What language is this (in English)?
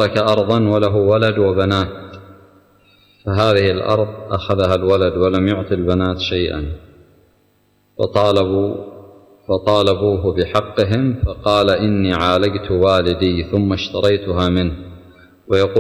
Arabic